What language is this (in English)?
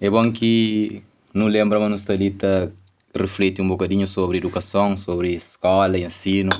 Kabuverdianu